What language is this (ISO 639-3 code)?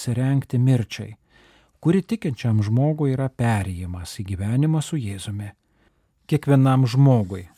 lit